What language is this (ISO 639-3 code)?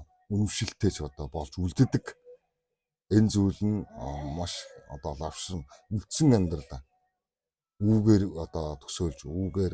mon